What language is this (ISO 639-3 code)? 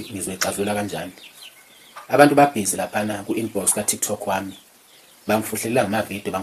zul